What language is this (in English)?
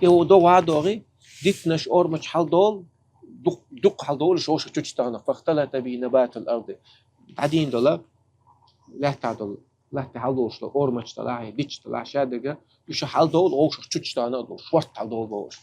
Chechen